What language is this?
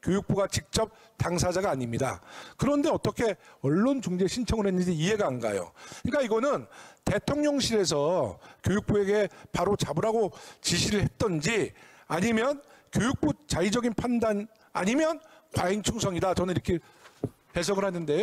Korean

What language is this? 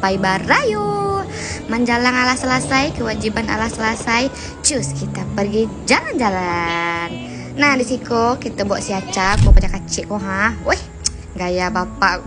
Minangkabau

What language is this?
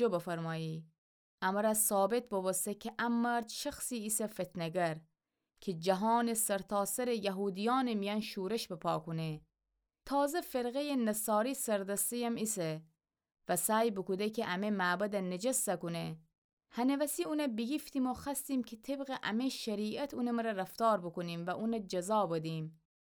Gilaki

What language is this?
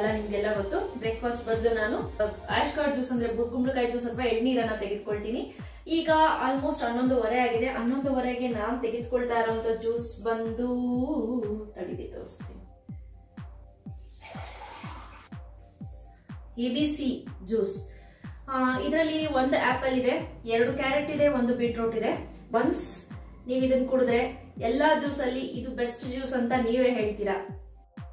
Kannada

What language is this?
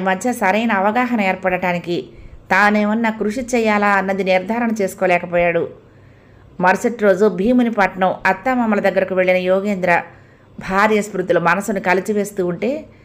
Telugu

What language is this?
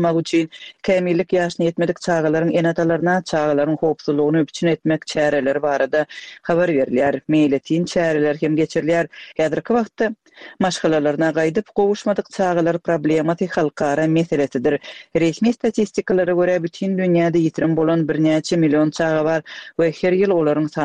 Turkmen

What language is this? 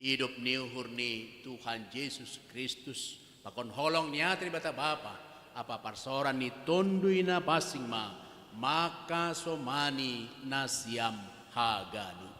Batak Simalungun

